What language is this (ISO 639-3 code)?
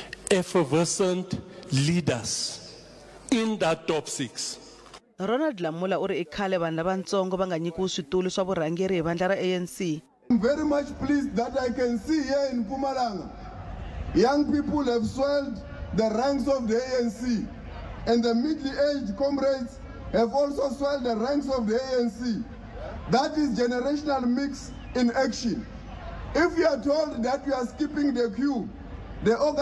tso